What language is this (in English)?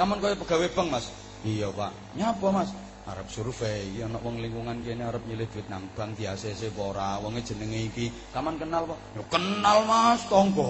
Javanese